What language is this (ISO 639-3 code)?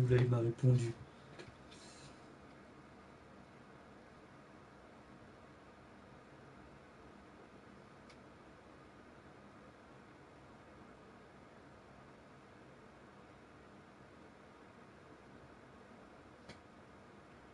fra